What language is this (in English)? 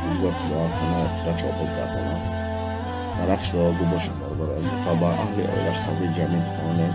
Tajik